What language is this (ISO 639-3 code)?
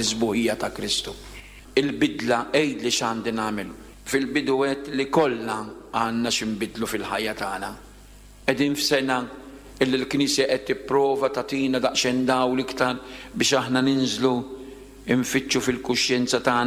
mlt